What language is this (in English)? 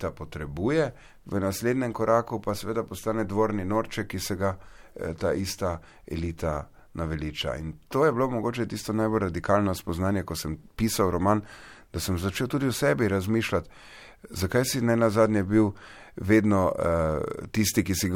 Slovenian